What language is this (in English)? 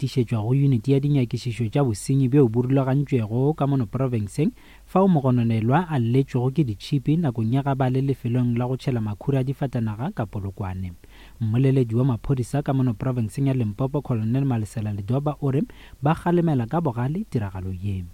Northern Sotho